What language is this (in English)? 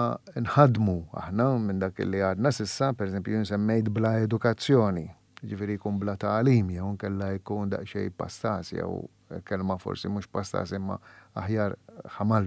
Maltese